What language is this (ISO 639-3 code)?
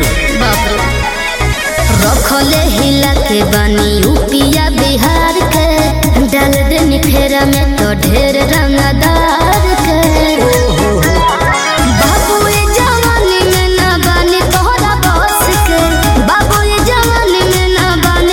bho